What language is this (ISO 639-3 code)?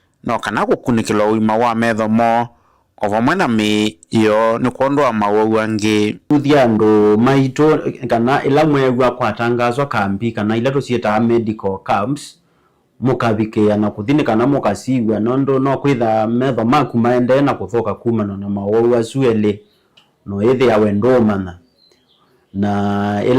kam